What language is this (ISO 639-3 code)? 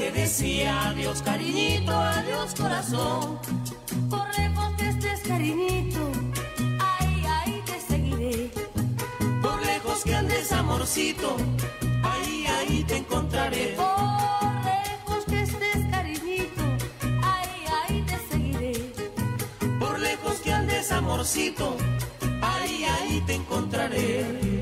spa